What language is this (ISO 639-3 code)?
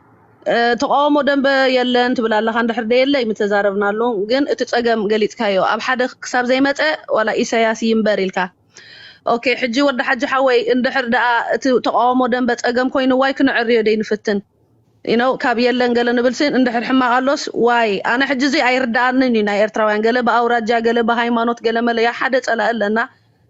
tir